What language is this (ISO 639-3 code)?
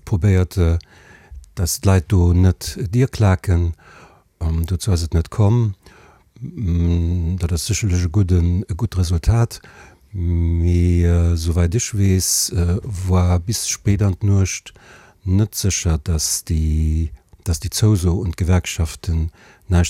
ltz